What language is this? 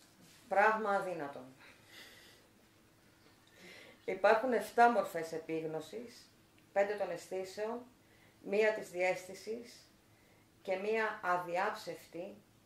Greek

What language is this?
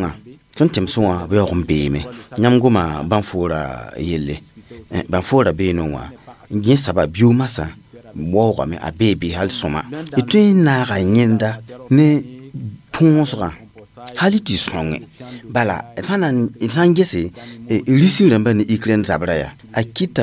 Mossi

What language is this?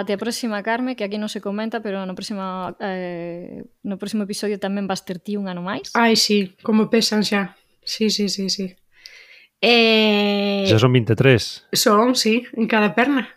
Galician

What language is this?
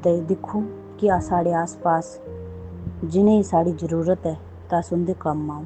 Dogri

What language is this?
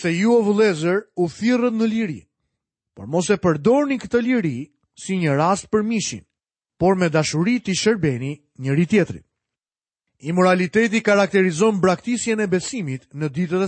Albanian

